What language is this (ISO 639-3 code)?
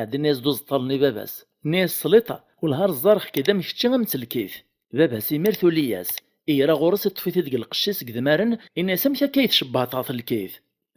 kab